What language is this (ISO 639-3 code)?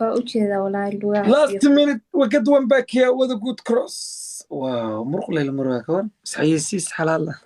som